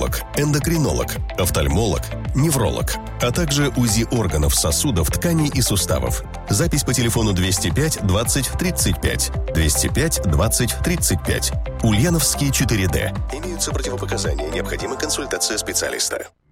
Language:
Russian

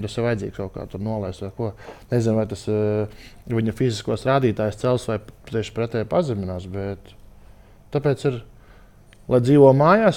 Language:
Latvian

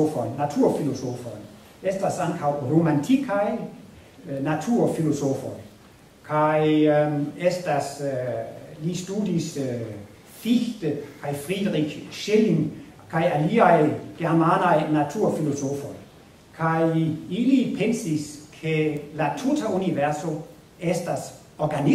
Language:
Esperanto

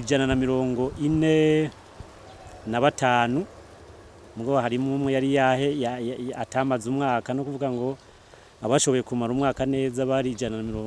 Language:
Rundi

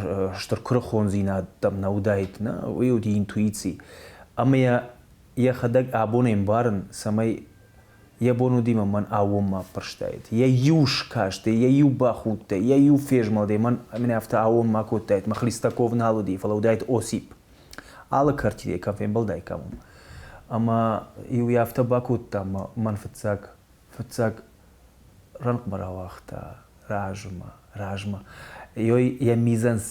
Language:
Ossetic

